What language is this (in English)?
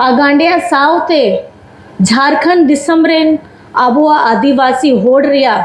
Santali